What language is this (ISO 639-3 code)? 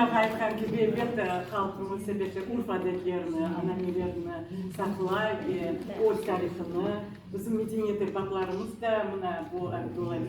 crh